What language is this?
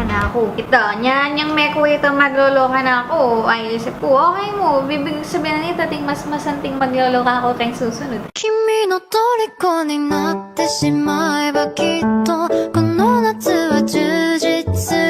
Pampanga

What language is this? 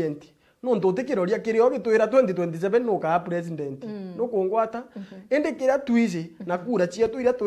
Meru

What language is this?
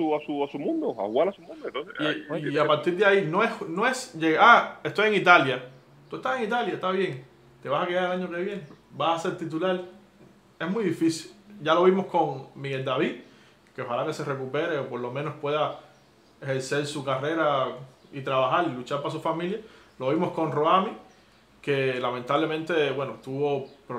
Spanish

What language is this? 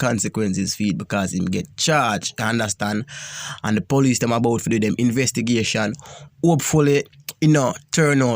Jamaican Creole English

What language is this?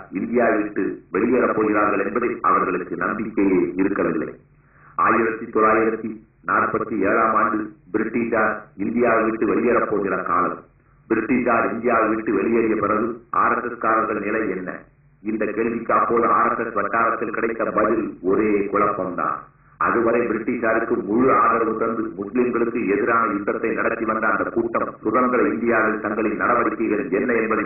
Tamil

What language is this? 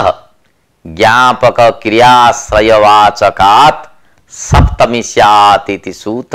Sanskrit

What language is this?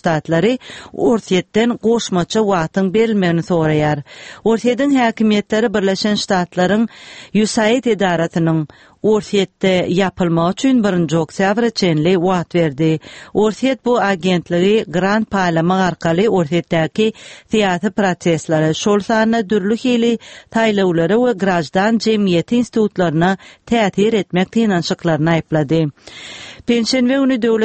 Turkmen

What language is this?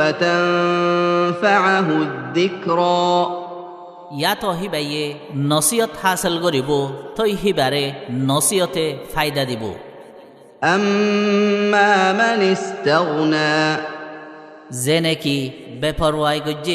Rohingya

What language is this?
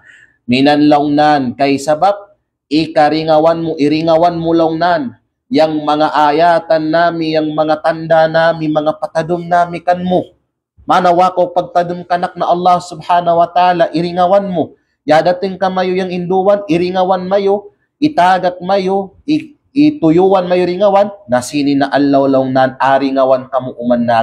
Kalagan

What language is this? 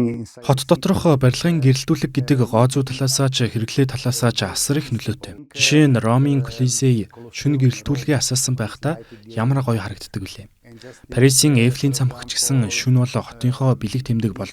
Mongolian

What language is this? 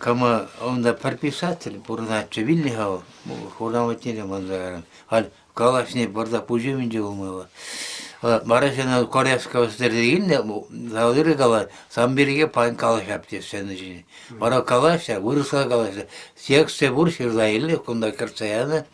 Chuvash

